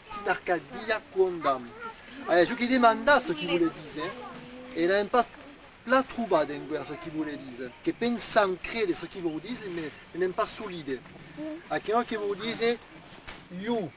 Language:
Occitan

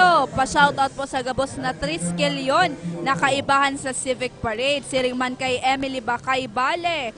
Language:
Bikol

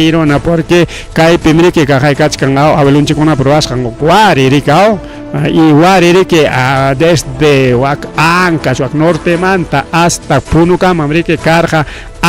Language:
Ayacucho Quechua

